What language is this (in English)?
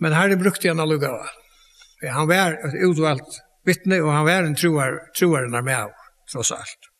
Faroese